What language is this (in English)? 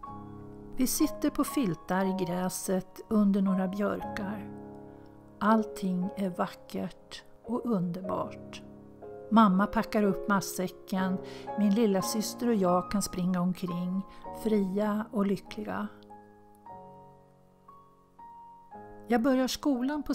Swedish